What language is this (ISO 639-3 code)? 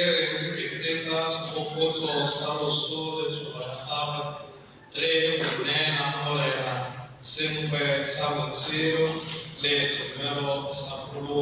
tsn